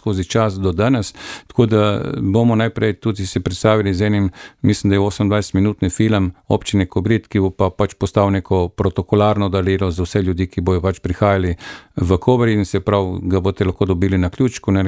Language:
Slovenian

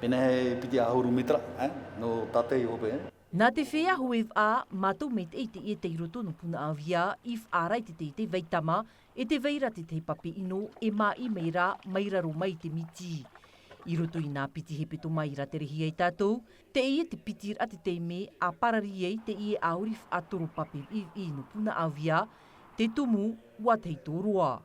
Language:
Tahitian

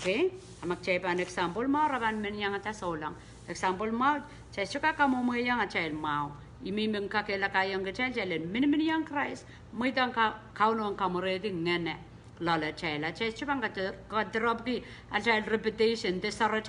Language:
Pohnpeian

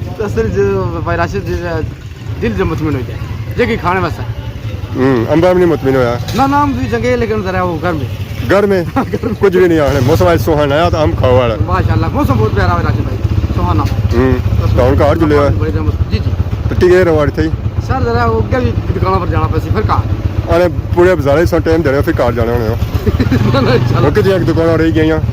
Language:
Pahari-Potwari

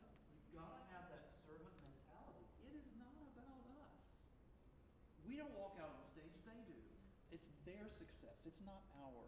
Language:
English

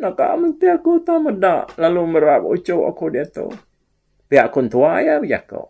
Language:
Iban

